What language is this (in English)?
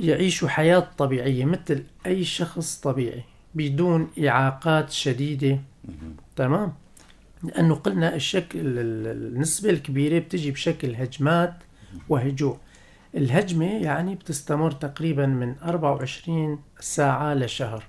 North Levantine Arabic